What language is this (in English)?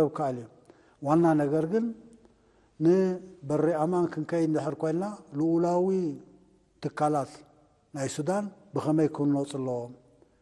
Tigrinya